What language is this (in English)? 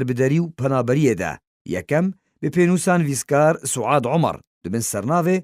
Kurdish